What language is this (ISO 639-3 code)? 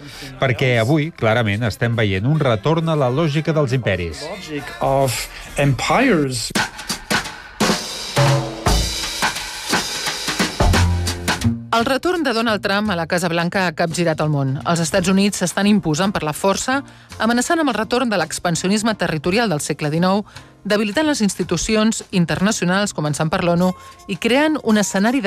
cat